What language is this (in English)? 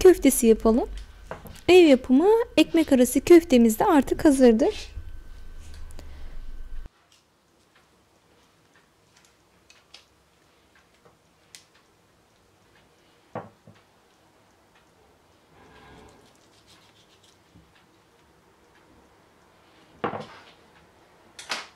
Turkish